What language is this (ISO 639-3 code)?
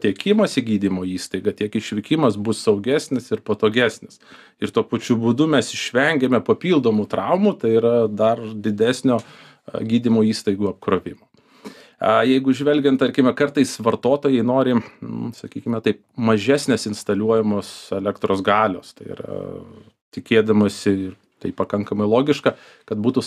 lit